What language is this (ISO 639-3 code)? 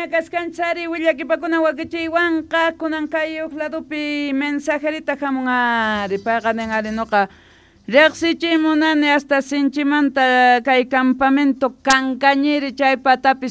quh